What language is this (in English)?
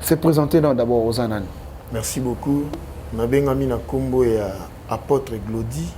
Lingala